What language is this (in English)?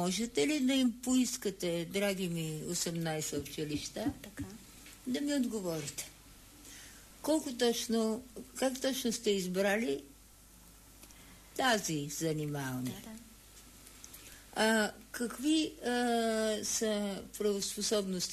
Bulgarian